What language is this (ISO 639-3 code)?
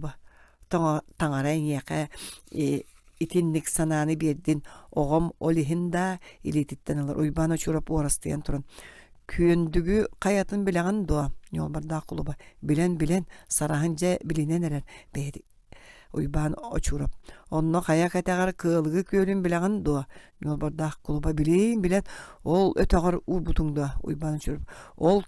sah